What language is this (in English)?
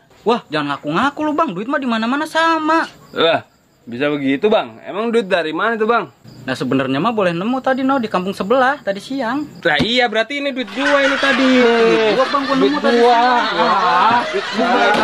Betawi